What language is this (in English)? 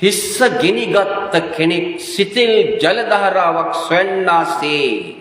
Sinhala